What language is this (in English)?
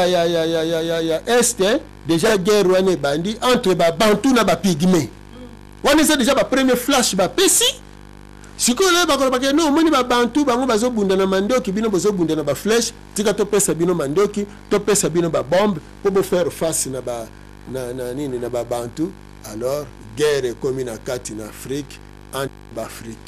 Lingala